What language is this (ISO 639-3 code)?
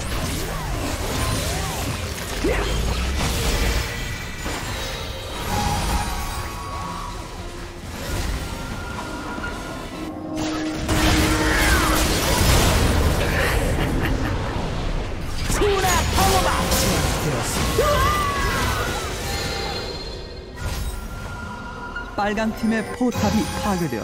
kor